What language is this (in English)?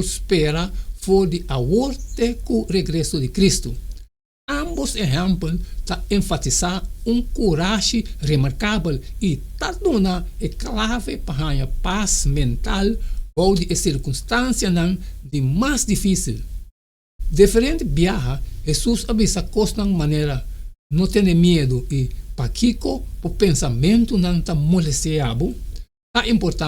Papiamento